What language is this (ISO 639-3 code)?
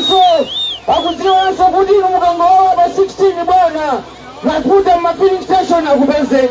nya